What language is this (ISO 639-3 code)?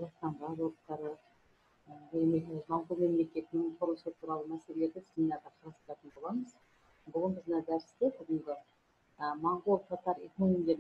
kaz